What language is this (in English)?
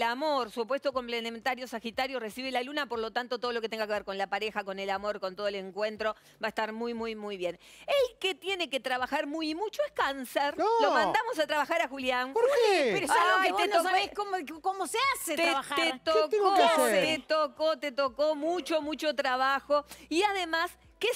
Spanish